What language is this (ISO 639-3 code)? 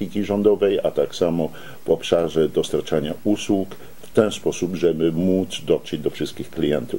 pol